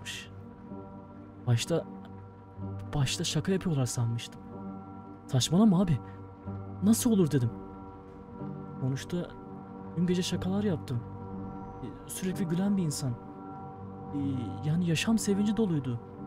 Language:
Turkish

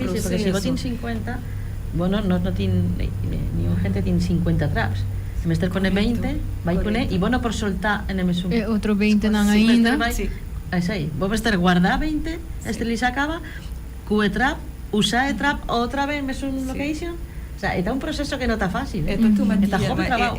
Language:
Papiamento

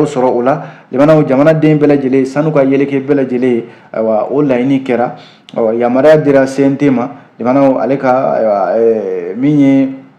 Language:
Bambara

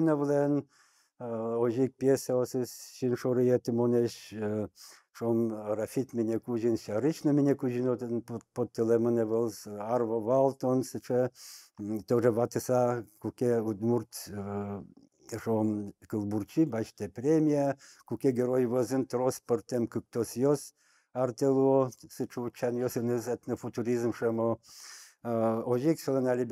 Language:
Udmurt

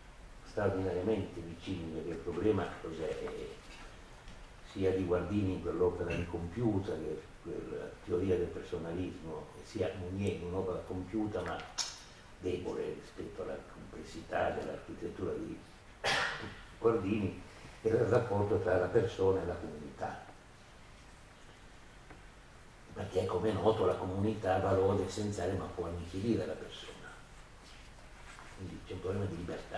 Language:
Italian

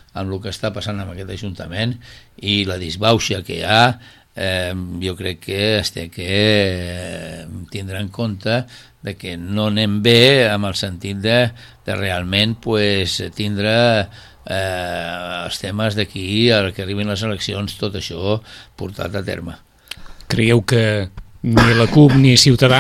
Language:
Catalan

